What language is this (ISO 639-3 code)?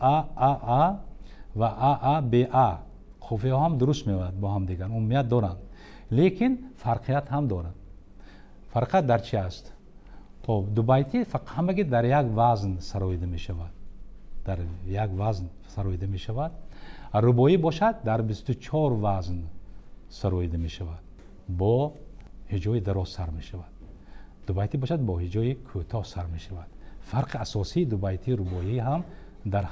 tgk